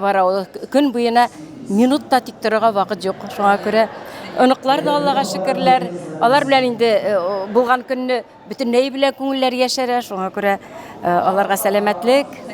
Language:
Tatar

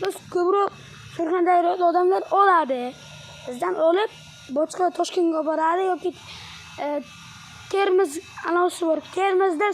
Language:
Uzbek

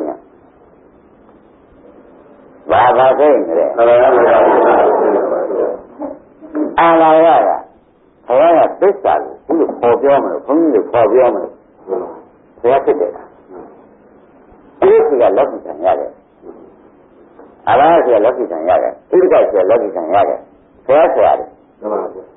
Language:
Burmese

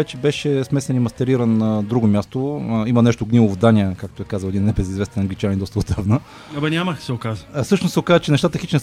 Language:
Bulgarian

